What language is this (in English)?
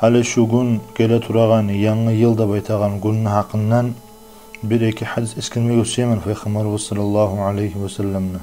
Kumyk